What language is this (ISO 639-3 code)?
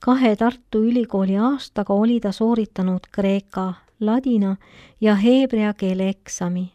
est